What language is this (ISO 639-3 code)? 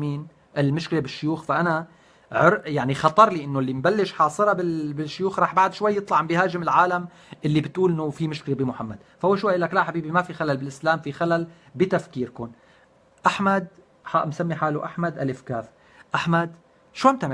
apc